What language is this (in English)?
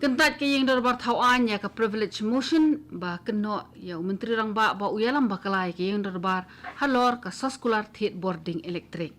Khasi